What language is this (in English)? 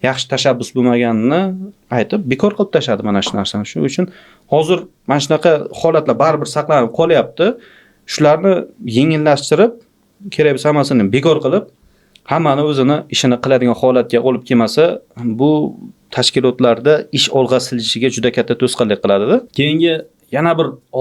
Uzbek